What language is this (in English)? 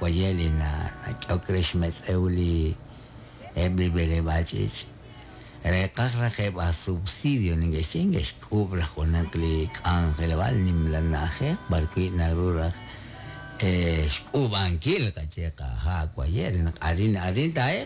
Kekchí